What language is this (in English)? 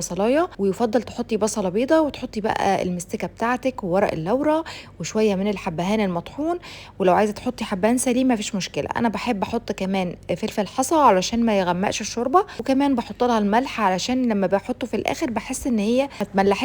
Egyptian Arabic